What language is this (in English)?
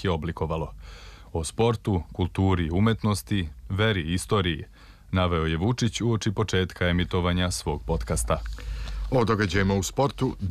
Serbian